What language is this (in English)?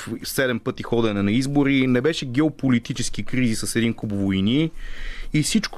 Bulgarian